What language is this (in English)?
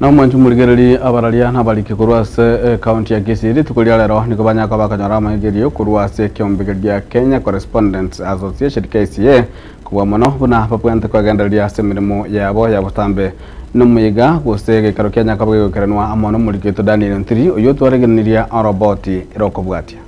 Gusii